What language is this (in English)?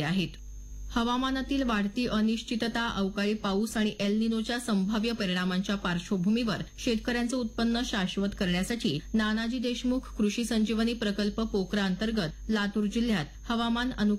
Marathi